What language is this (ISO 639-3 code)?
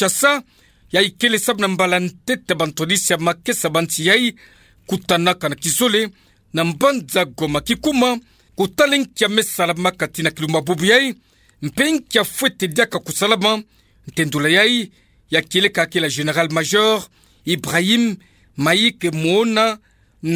ktu